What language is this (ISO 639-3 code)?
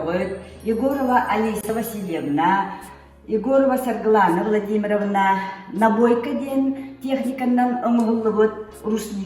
sah